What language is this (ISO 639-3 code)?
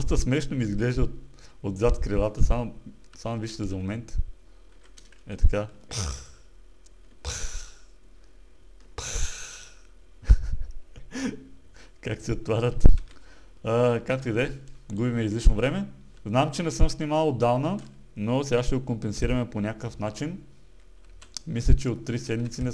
bul